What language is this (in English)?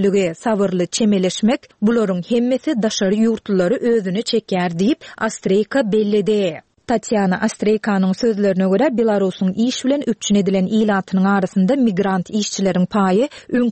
Turkmen